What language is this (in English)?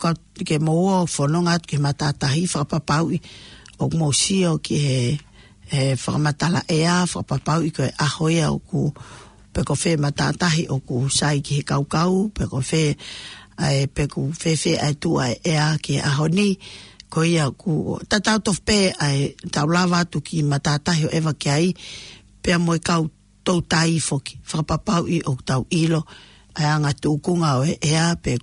Tongan